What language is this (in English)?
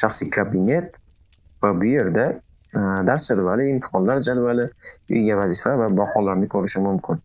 Uzbek